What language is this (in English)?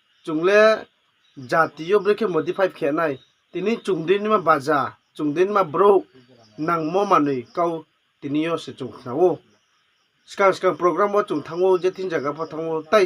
Riang (India)